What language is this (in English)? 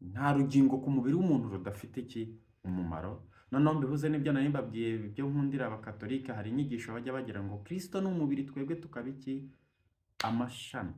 Kinyarwanda